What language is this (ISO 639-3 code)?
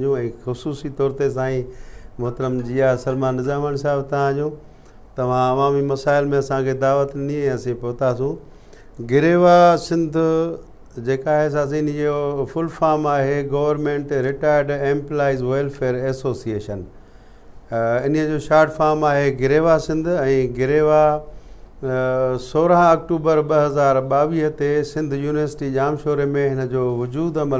snd